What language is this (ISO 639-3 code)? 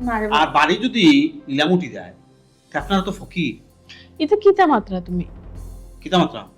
syl